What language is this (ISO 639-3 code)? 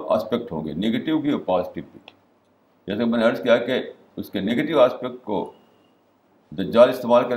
urd